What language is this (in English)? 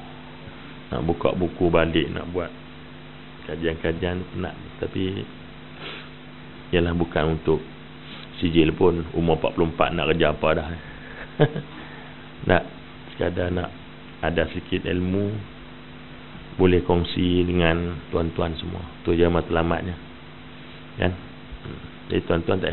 Malay